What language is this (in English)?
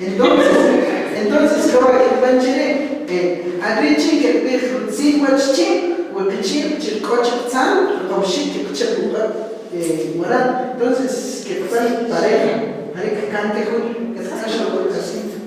Kʼicheʼ